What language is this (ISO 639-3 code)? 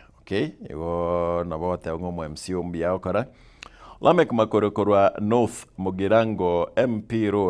guz